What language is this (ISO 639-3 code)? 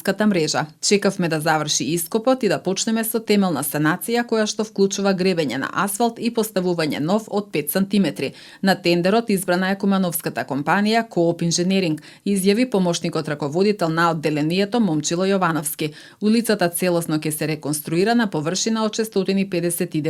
mkd